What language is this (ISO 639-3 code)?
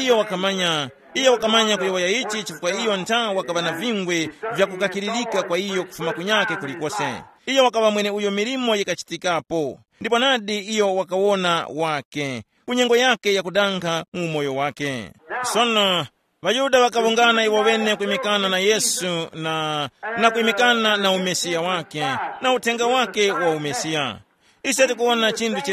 tum